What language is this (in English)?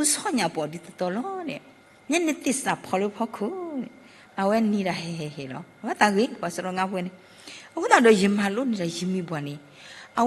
S'gaw Karen